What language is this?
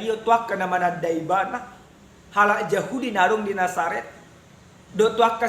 Batak Toba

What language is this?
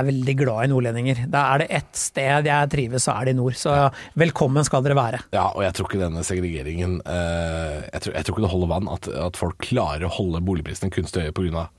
Norwegian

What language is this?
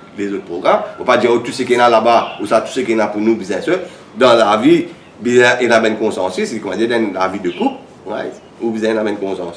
Morisyen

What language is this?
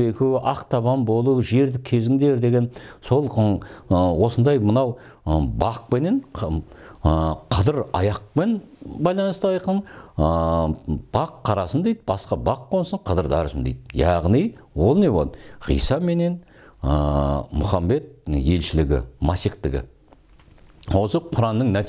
Kazakh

